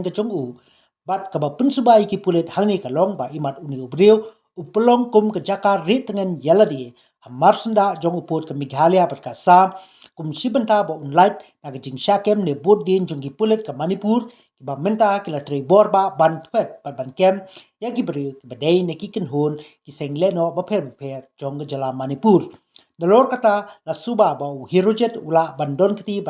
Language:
Khasi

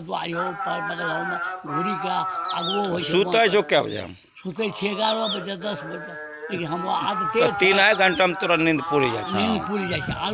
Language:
Angika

